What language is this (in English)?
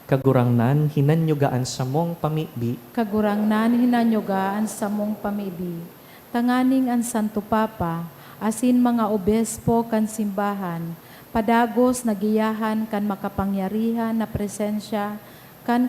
Bikol